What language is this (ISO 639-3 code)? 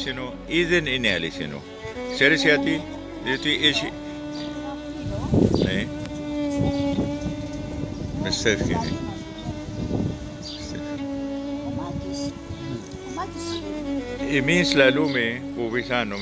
ell